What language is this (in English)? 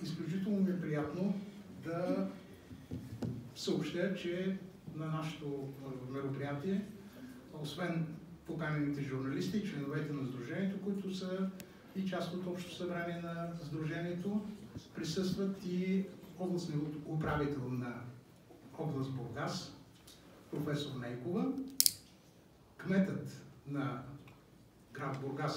Bulgarian